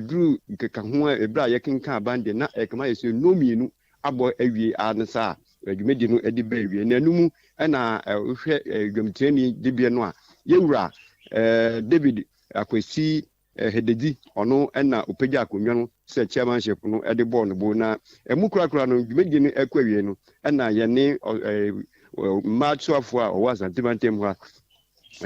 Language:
Akan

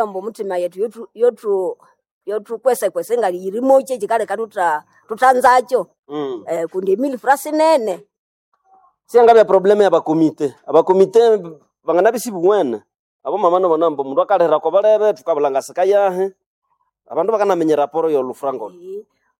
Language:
Swahili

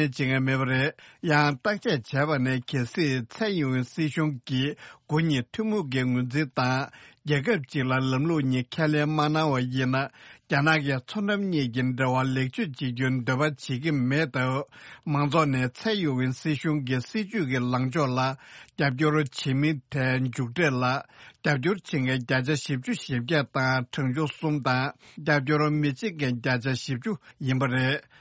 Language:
Tibetan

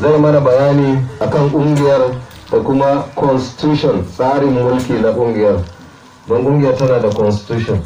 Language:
Hausa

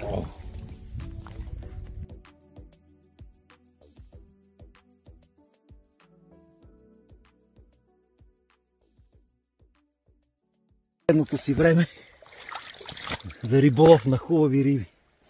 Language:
Bulgarian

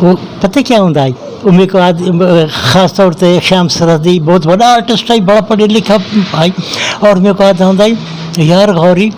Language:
Saraiki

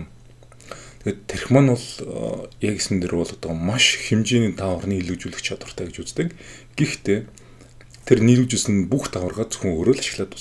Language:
Mongolian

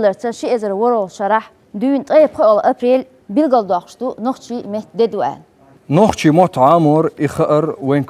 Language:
Chechen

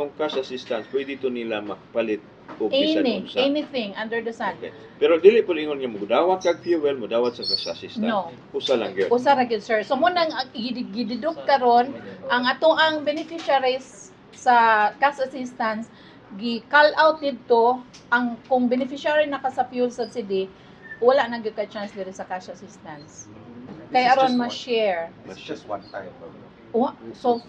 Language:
Cebuano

